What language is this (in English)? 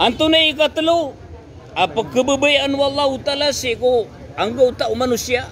Maranao